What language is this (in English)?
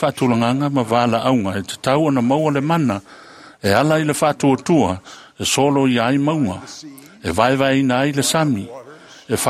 Samoan